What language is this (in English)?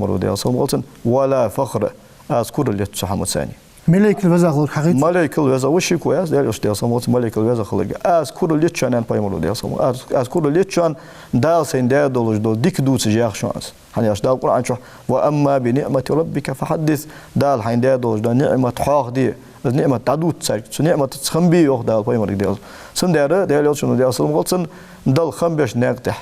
Ingush